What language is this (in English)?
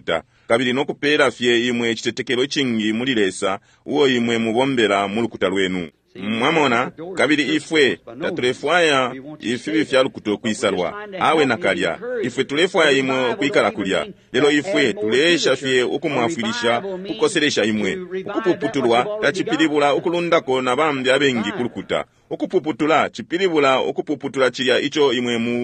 Bemba